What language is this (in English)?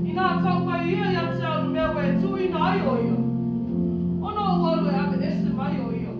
Samoan